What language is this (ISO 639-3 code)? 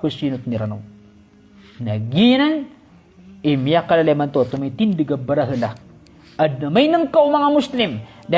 mrw